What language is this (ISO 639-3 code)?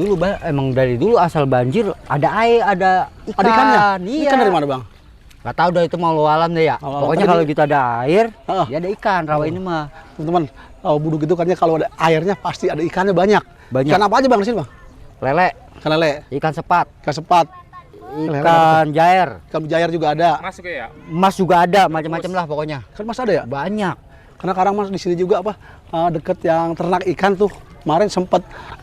bew